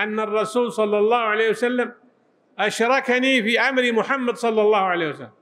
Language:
Arabic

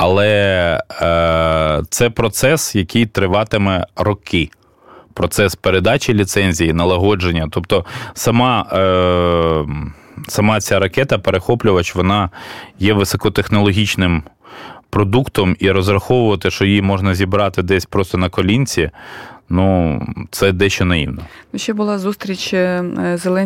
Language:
Ukrainian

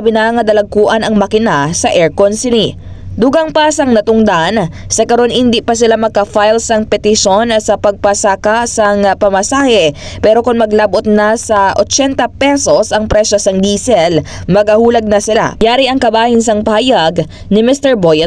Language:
Hiligaynon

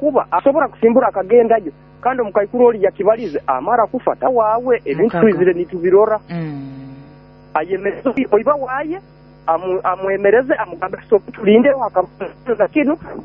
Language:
Nyoro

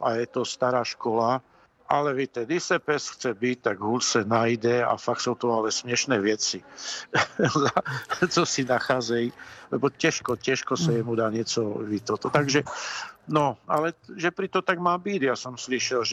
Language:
Czech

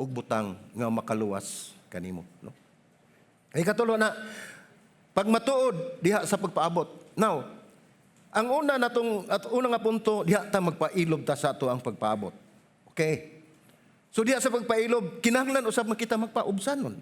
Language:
Cebuano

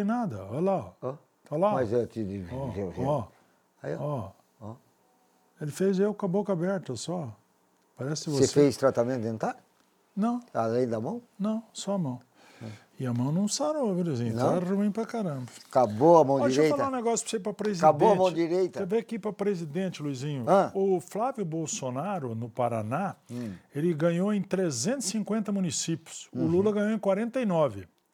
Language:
Portuguese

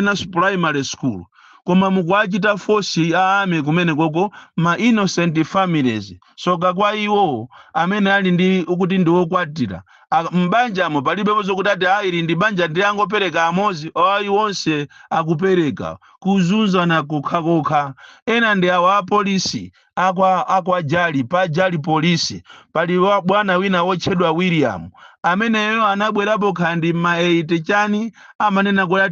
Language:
Nyanja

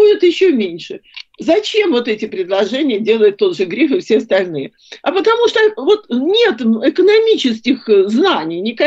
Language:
Russian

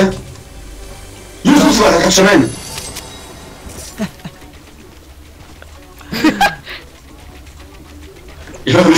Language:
Hebrew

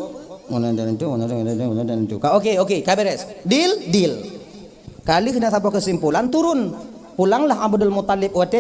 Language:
Achinese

